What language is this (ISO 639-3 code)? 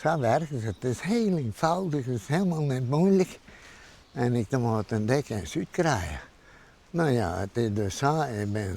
fry